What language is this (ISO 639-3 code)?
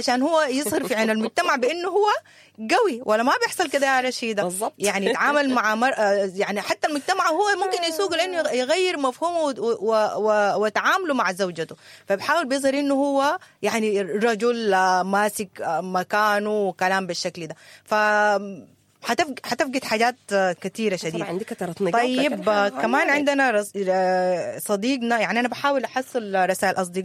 apd